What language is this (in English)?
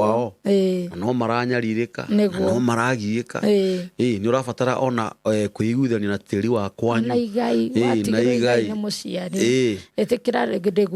Kikuyu